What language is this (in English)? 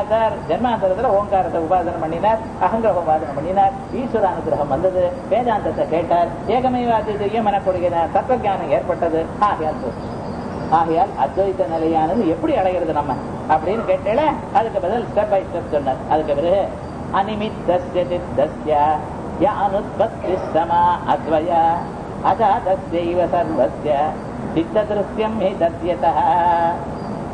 Tamil